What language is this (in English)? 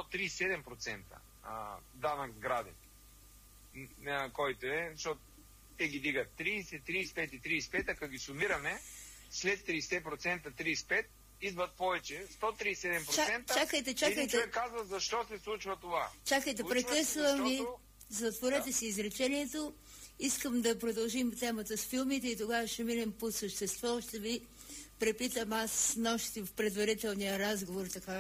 Bulgarian